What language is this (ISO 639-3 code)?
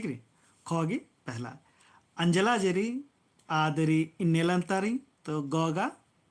kru